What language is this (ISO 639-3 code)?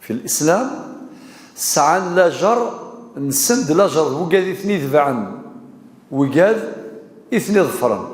kab